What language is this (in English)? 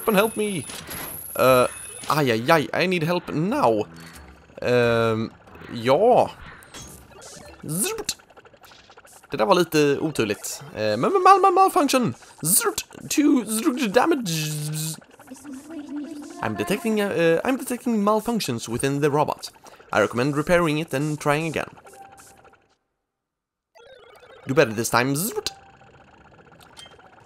Swedish